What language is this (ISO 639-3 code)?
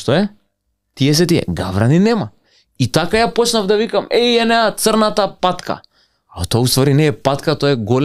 mkd